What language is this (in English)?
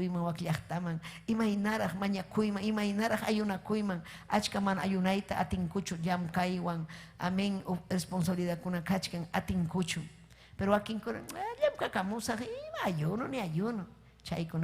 Ayacucho Quechua